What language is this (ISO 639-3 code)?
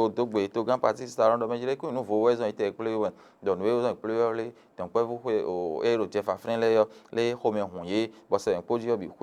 fon